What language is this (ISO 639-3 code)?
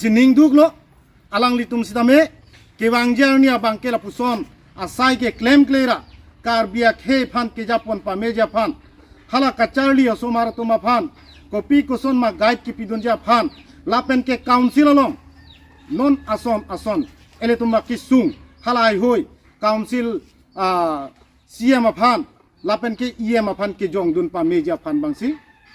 mjw